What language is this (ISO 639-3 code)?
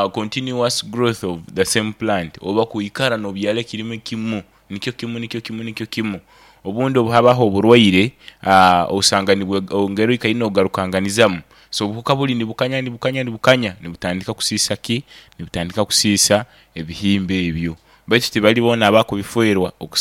nyn